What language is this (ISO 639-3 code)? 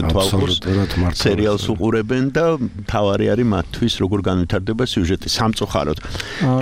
kat